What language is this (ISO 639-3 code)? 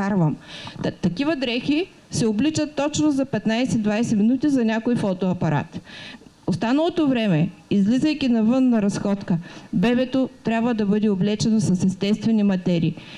bul